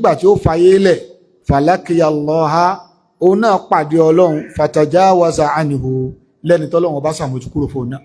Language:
Yoruba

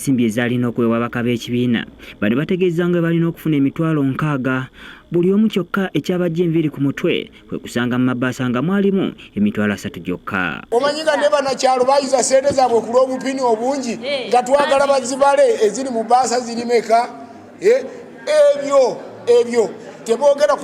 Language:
Ganda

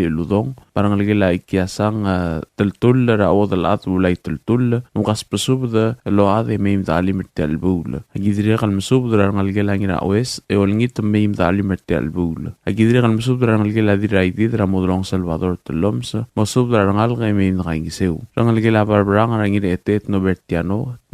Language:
Palauan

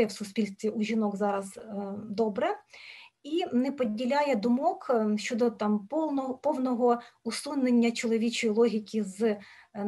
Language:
Ukrainian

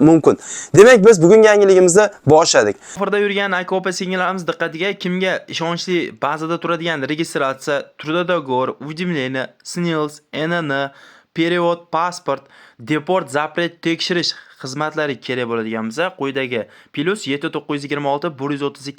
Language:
Uzbek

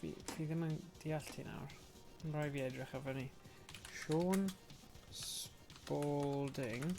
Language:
Welsh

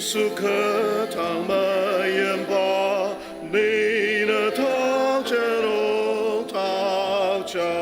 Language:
Ao Naga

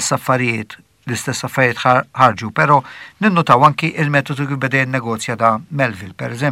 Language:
Maltese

